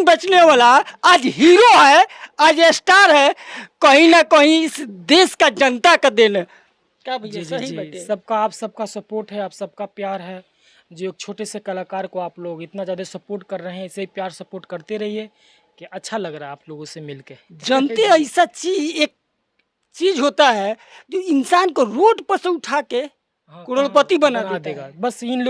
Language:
Bhojpuri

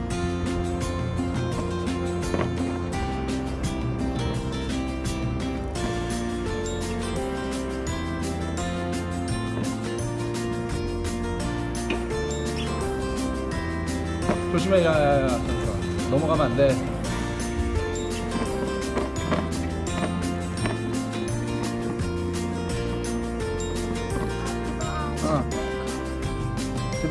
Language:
Korean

